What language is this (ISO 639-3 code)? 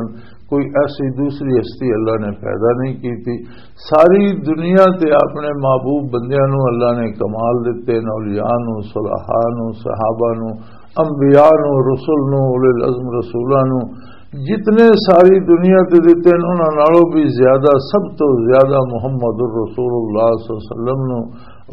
lah